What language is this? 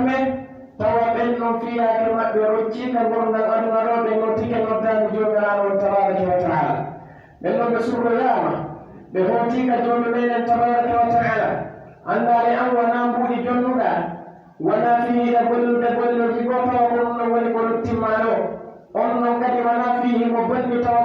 Pular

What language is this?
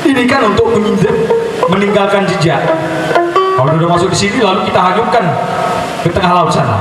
Sasak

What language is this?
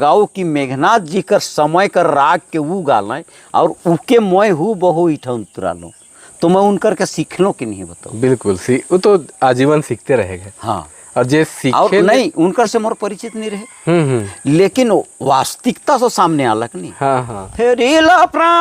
Sadri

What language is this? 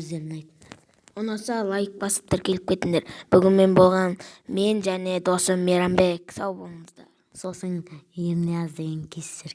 Kazakh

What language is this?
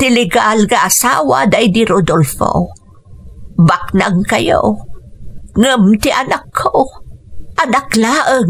Iloko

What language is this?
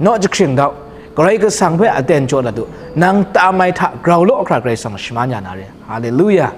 Kachin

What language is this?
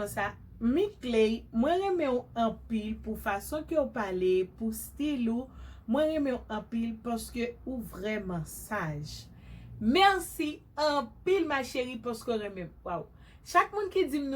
Haitian Creole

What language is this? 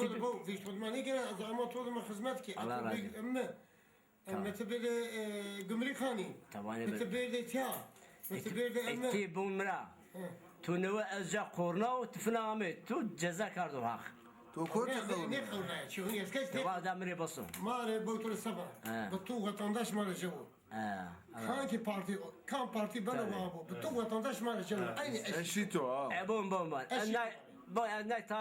Zaza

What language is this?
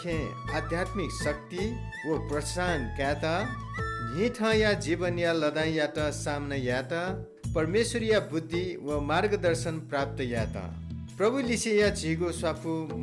Newari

